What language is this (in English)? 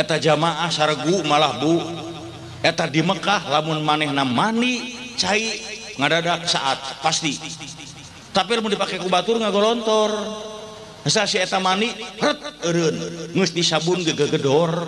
Sundanese